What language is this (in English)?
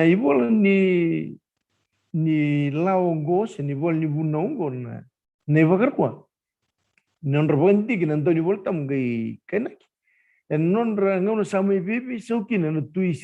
Fijian